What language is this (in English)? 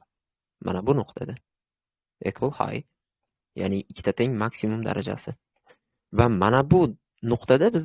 Uzbek